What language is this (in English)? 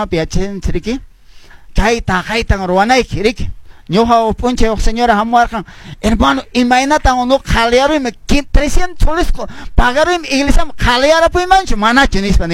Quechua